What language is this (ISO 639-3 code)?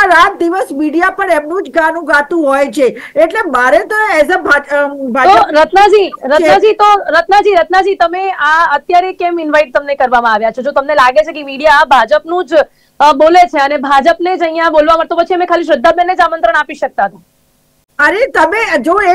guj